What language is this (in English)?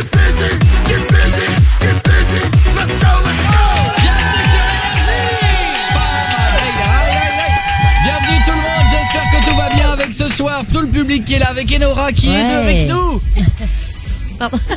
French